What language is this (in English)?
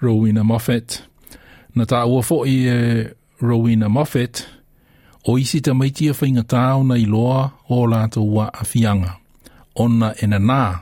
Samoan